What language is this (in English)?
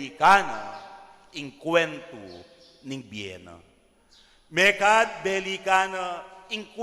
Pampanga